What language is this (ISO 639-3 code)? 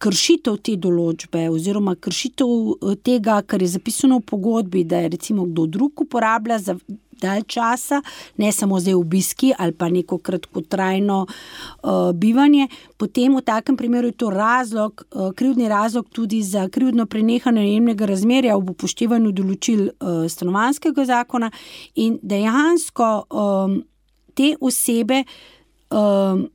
slv